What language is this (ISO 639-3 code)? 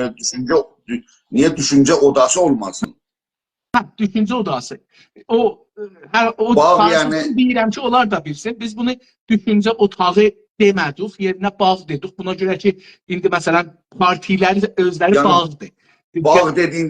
azb